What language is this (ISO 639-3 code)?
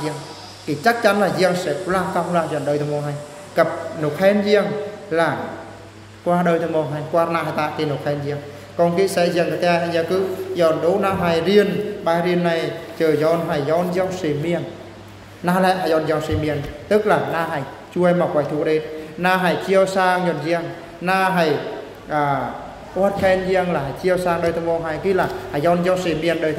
bru